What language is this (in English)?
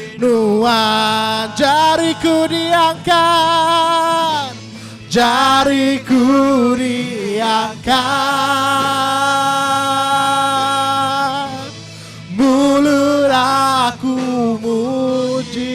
Iban